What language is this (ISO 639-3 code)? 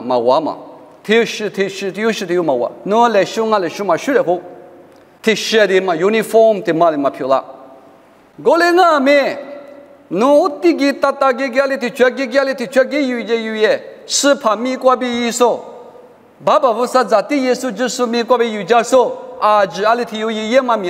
lis